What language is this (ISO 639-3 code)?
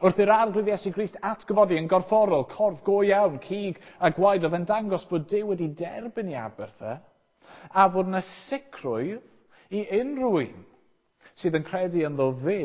cym